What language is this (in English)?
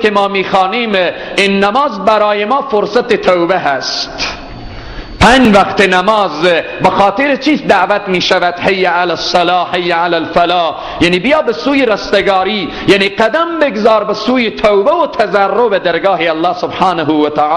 Persian